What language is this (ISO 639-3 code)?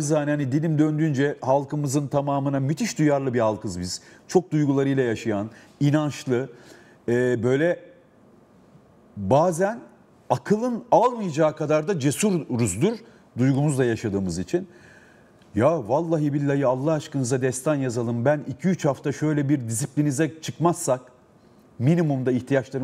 tur